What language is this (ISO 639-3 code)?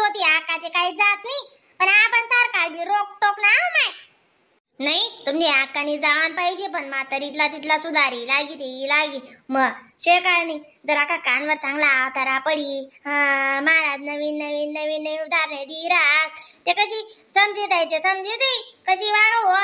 khn